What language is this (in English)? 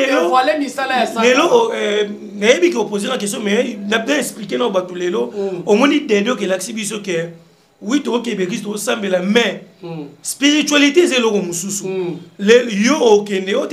Lingala